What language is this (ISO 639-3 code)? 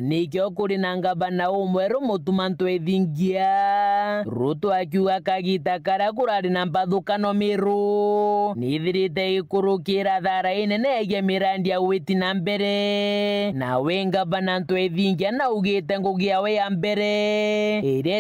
mer